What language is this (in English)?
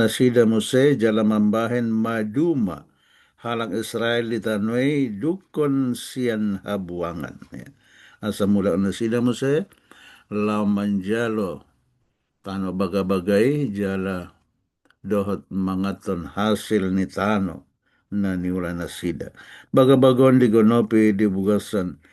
Batak Toba